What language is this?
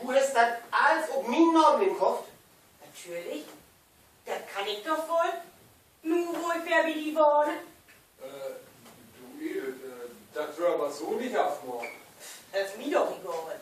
Low German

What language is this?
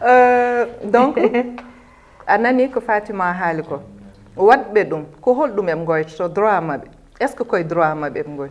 Fula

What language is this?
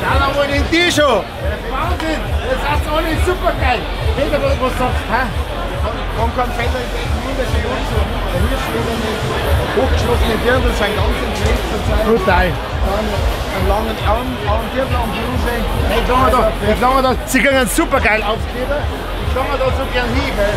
Bavarian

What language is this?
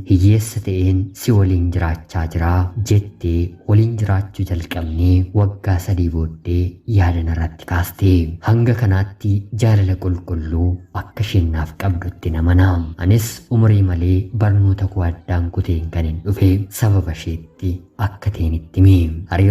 Oromo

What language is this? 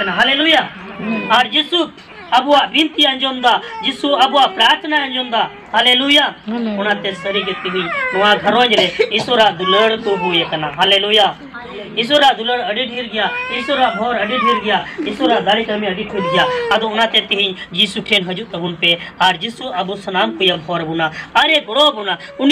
Santali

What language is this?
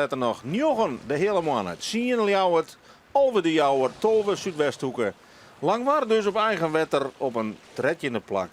Western Frisian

